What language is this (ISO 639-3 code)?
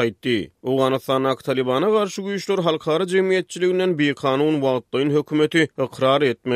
tuk